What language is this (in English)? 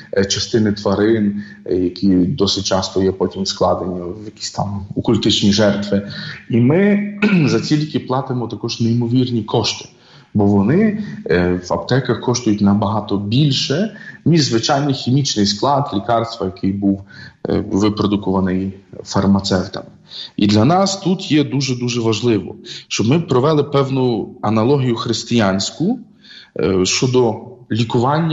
Ukrainian